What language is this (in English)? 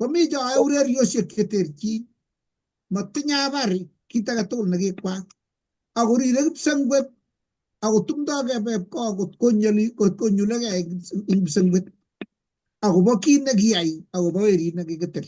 Kalenjin